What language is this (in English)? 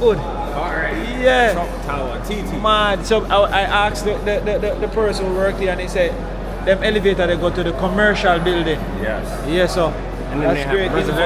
Jamaican Creole English